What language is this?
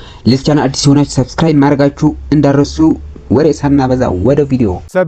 Amharic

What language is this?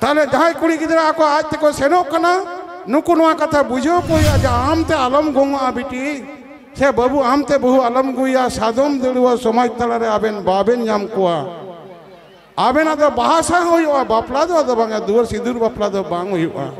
Santali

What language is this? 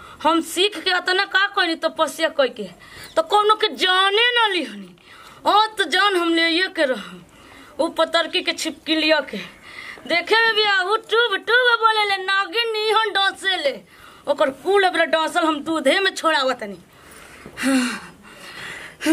Bhojpuri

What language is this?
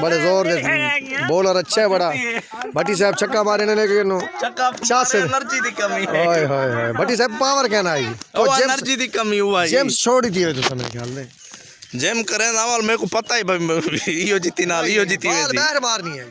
Saraiki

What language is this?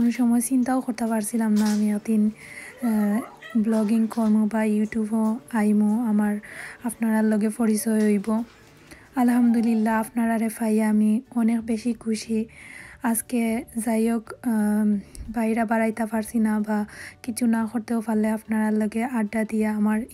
Sylheti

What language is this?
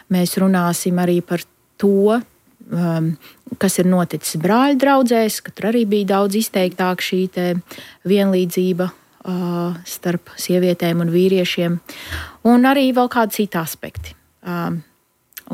Latvian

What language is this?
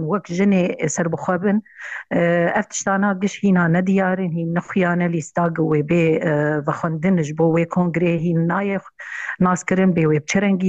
Kurdish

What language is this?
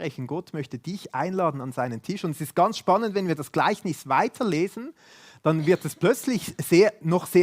Swiss German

